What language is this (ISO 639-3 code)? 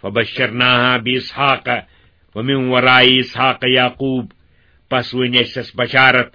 kas